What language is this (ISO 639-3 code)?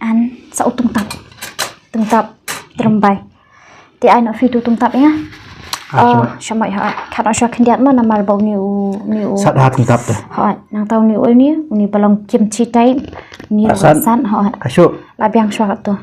kha